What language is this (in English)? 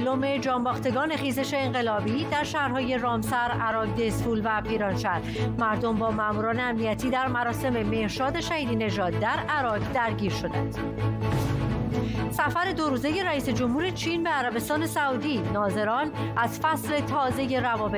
Persian